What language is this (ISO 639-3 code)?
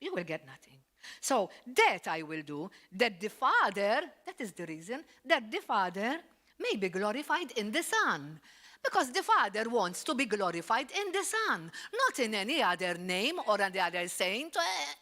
eng